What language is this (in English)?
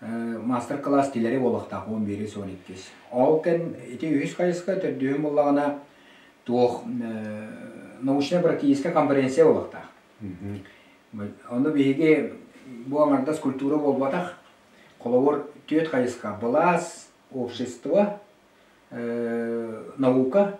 Yakut